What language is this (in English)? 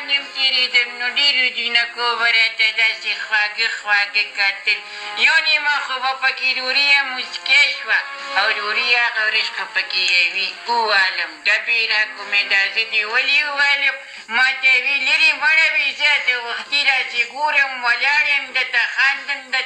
Pashto